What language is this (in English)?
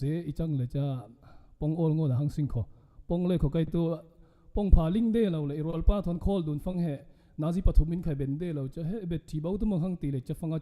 Falam Chin